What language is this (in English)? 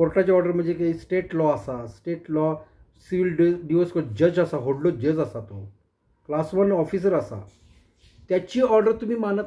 Konkani